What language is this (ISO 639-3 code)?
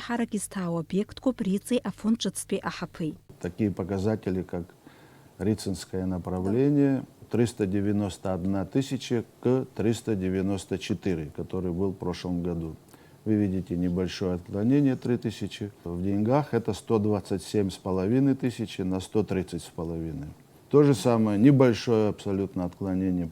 abk